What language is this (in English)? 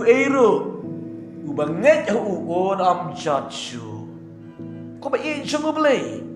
Khasi